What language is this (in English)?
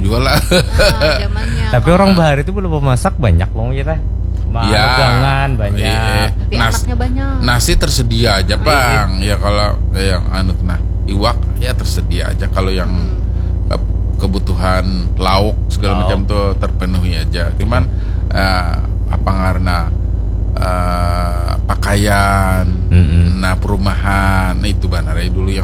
Banjar